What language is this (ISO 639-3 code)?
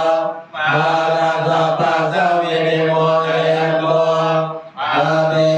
pli